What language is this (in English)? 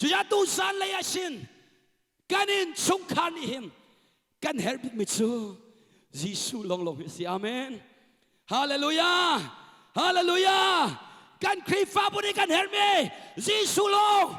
Hakha Chin